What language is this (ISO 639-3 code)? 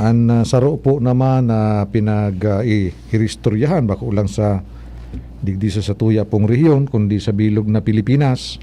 bik